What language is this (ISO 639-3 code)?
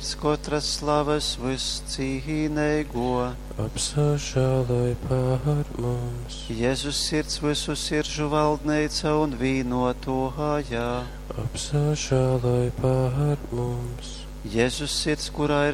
ltg